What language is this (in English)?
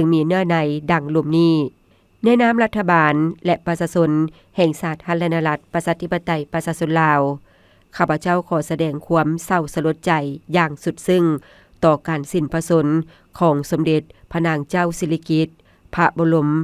Lao